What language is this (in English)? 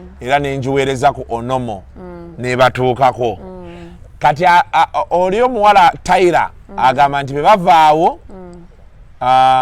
Ganda